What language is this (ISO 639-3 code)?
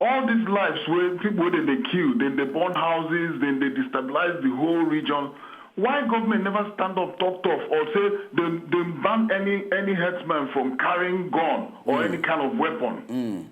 pcm